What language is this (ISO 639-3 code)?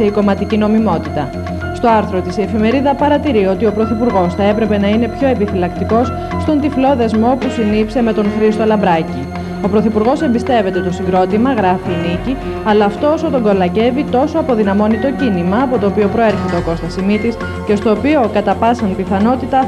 ell